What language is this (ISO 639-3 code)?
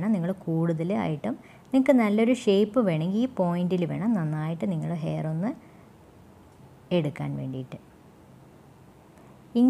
mal